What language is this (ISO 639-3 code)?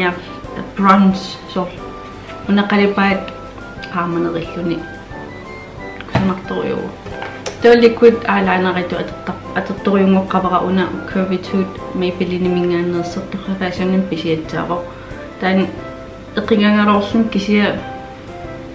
kal